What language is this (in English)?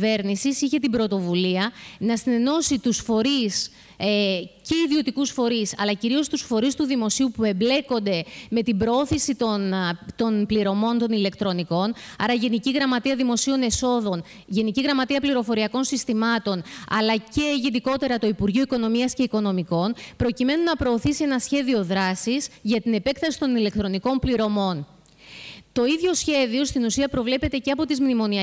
Greek